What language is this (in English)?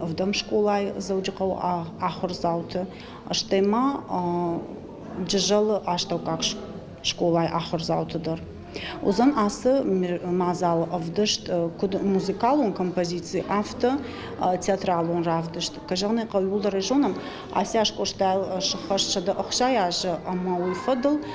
Ossetic